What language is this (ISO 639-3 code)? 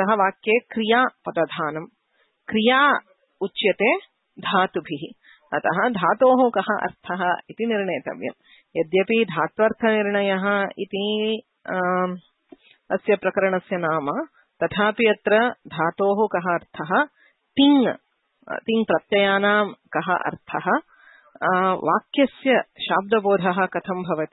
san